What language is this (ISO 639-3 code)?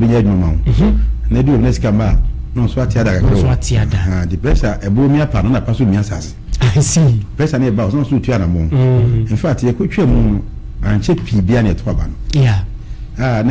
aka